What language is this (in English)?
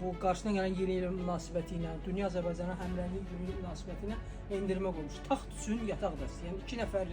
Azerbaijani